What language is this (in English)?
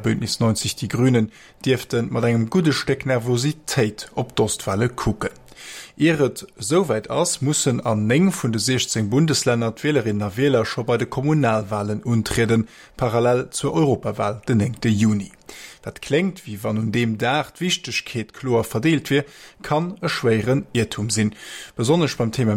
Luxembourgish